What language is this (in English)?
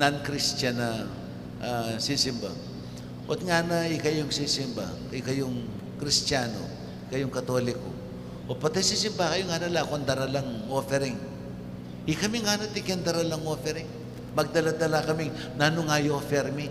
Pampanga